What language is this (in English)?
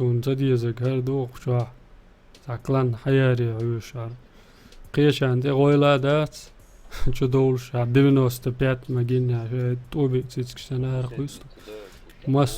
Chechen